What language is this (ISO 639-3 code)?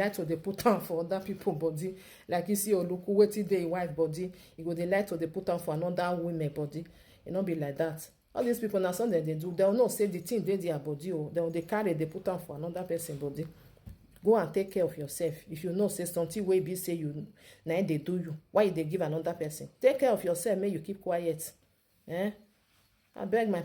pcm